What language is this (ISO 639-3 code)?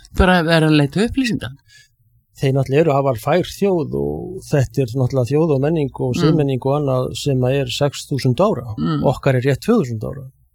isl